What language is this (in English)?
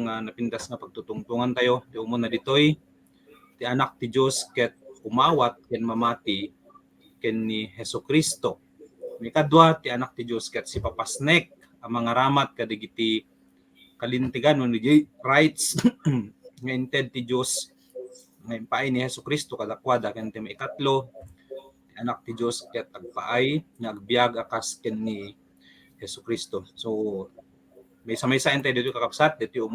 Iloko